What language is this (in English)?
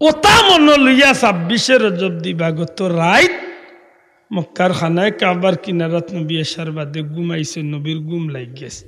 Sylheti